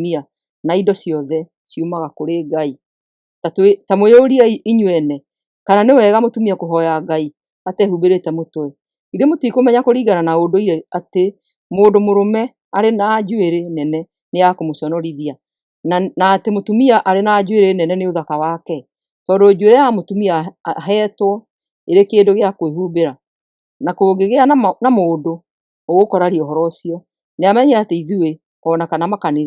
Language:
Kikuyu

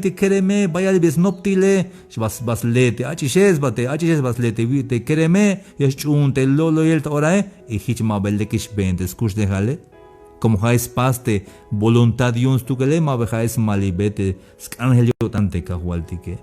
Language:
Tzeltal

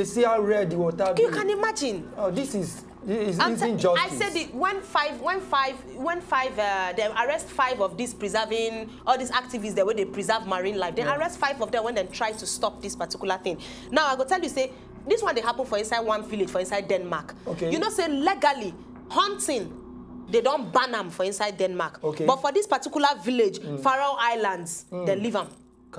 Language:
Nigerian Pidgin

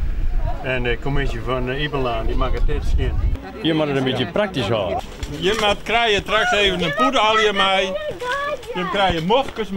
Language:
Western Frisian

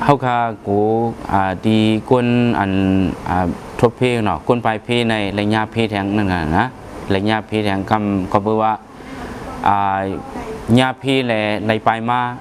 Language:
Shan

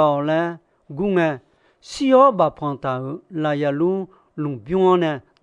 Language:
Akha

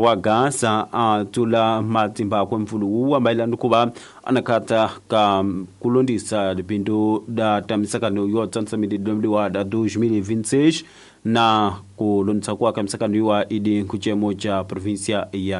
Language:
Tsonga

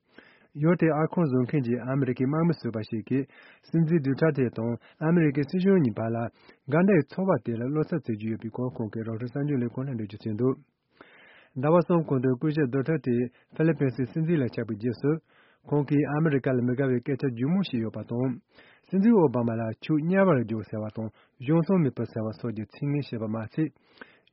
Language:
Tibetan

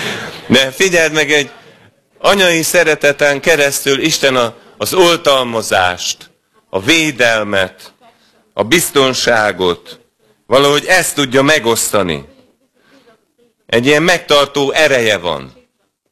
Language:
Hungarian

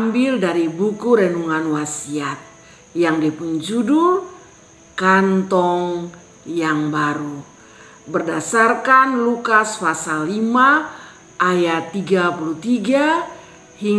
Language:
Kupang Malay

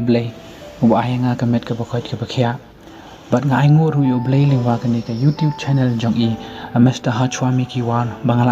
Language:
Khasi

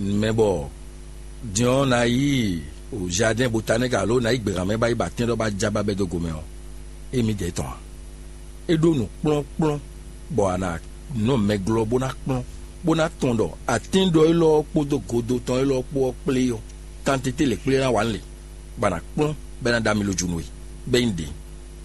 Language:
Fon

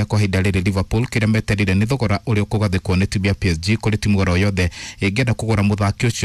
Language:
Kikuyu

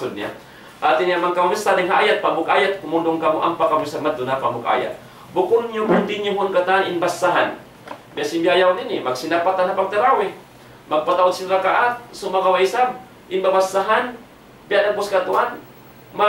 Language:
Tausug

